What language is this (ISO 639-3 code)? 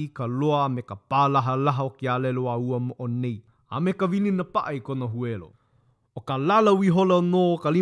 haw